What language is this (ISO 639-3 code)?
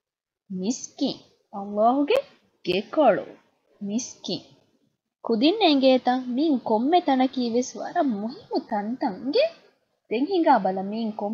div